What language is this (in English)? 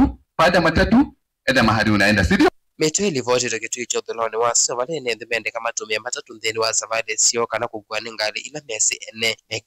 Kamba